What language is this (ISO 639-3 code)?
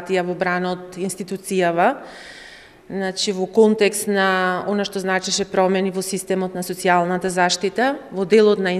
mkd